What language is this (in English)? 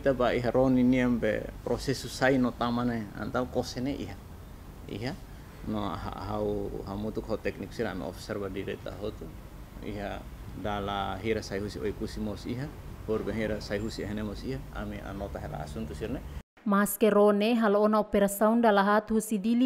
Tetum